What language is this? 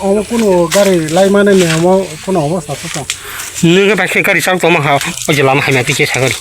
Kok Borok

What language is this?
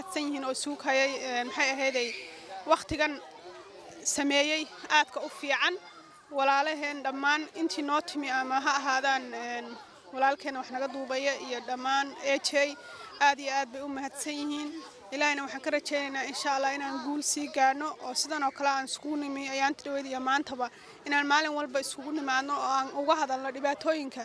Somali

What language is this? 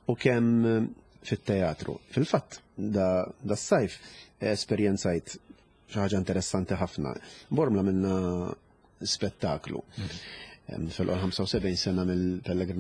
Maltese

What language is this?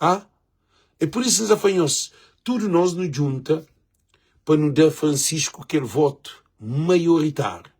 Kabuverdianu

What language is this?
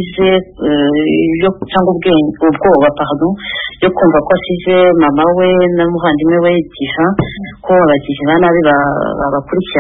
Kinyarwanda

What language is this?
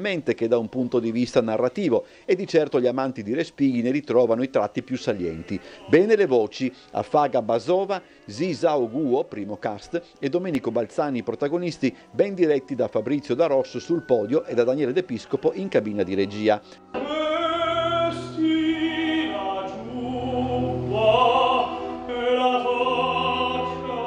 Italian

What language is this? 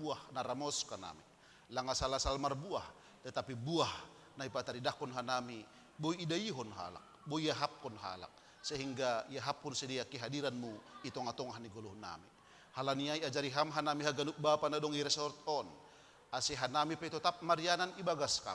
Batak Simalungun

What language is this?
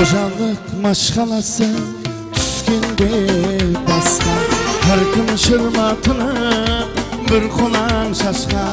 Kara-Kalpak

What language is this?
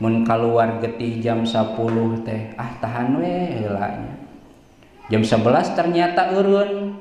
Sundanese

